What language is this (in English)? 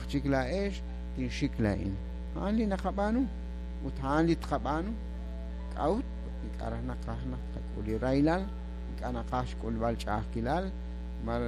Kekchí